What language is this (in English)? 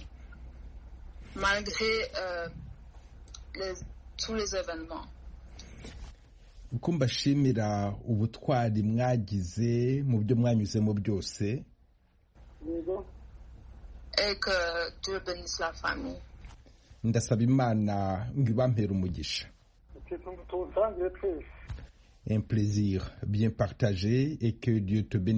Kinyarwanda